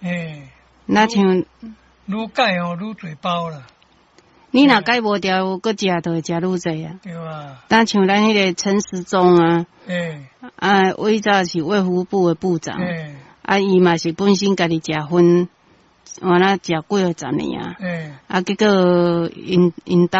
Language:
Min Nan Chinese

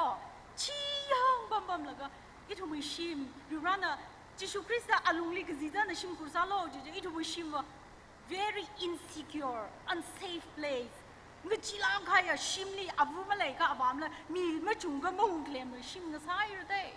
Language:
Tangkhul Naga (India)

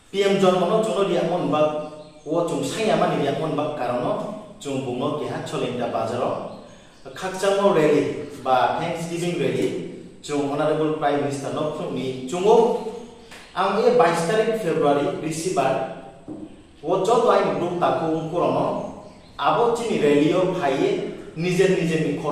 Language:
Riang (India)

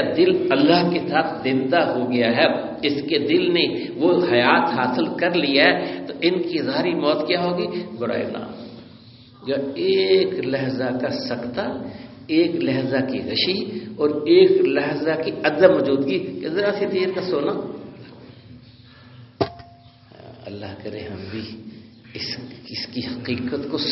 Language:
Urdu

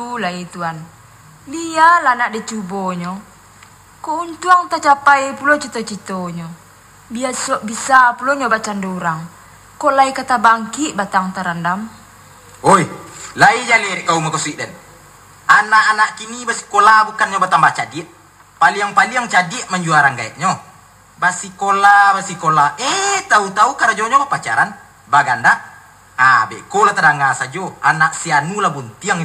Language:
Minangkabau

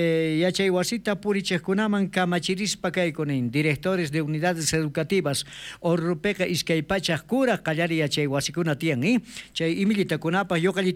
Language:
South Bolivian Quechua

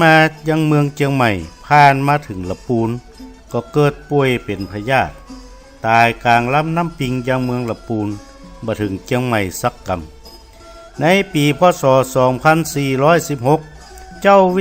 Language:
Northern Thai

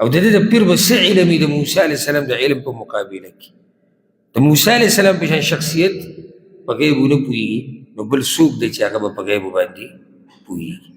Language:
Pashto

